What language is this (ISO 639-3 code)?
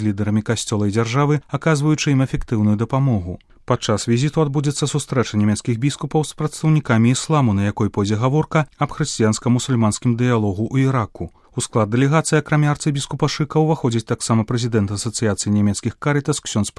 bel